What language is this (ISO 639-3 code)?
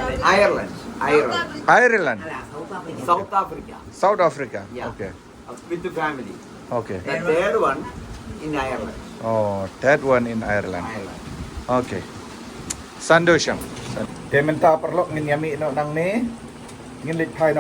kha